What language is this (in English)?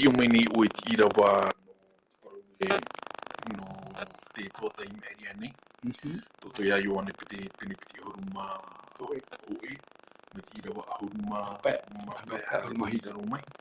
Tahitian